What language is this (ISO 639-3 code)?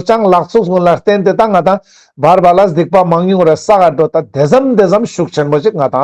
lbj